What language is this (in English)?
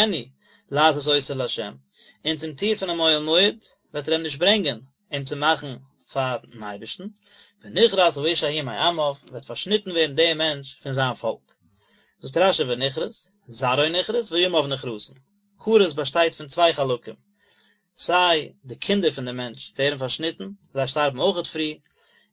Yiddish